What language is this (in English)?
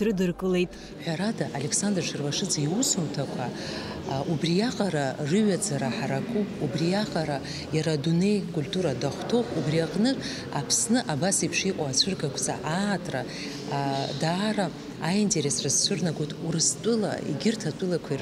Abkhazian